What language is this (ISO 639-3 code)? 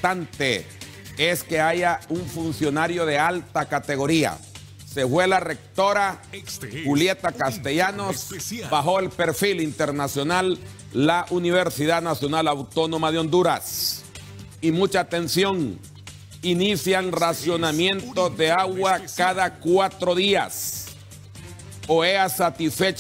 spa